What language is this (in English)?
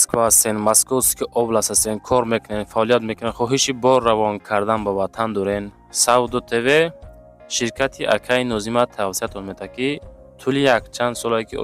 Tajik